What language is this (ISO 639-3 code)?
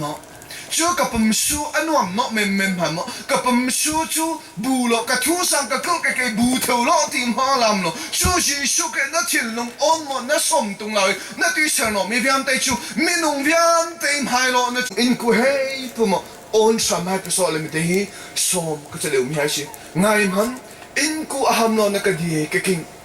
cnh